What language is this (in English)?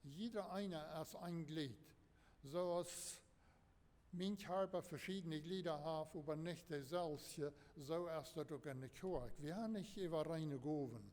Plautdietsch